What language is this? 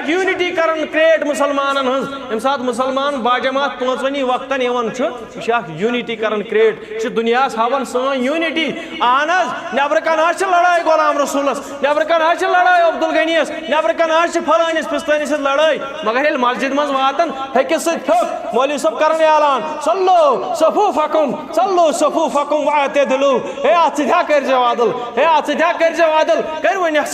Kashmiri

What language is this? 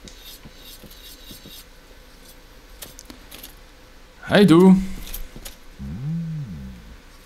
German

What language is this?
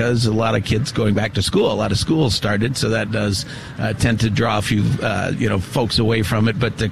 English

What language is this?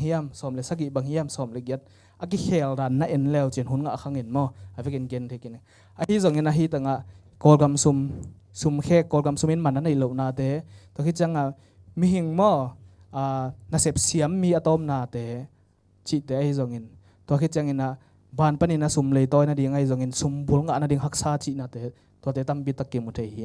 Tedim Chin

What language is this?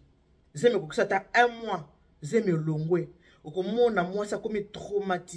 Lingala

